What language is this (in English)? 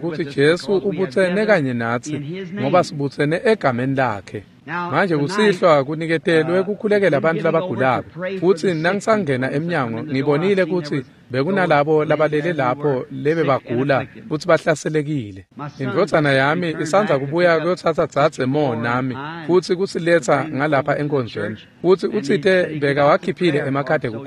Swati